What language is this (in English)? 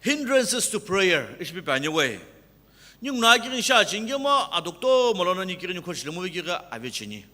Sumi Naga